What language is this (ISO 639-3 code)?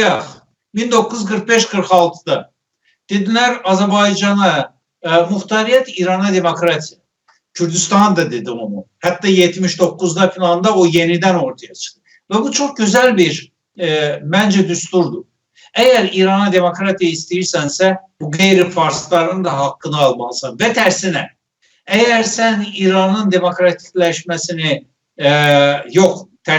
azb